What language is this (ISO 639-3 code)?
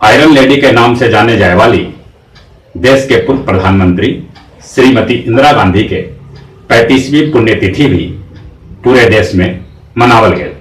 mag